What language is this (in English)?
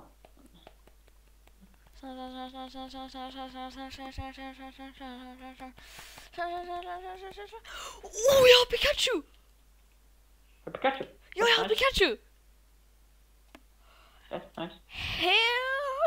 Swedish